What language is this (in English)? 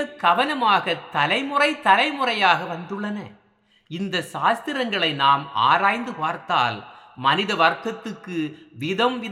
Tamil